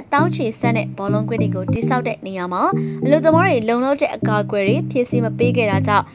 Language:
Burmese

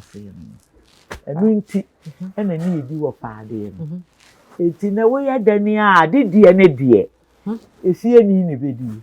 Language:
Akan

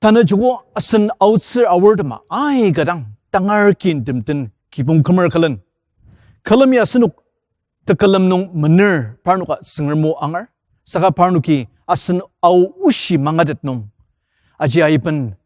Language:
Ao Naga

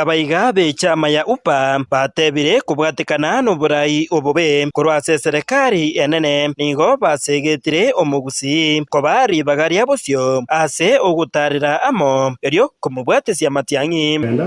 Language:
Gusii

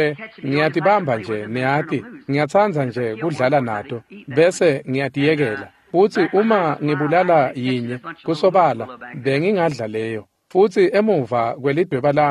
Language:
Swati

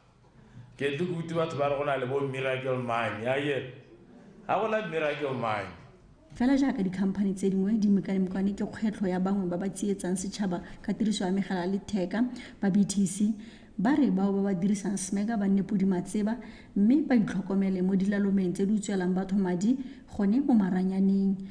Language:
Tswana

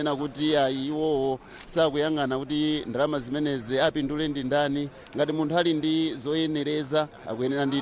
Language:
Nyanja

